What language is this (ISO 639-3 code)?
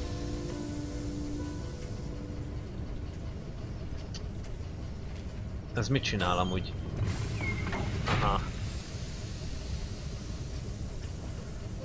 hun